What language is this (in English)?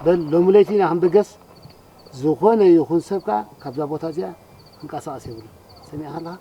Tigrinya